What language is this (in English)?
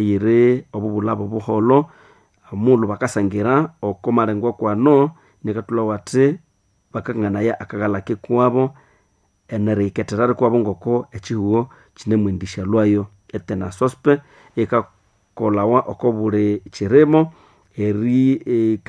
Nande